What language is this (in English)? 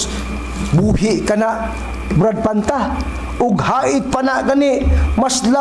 Cebuano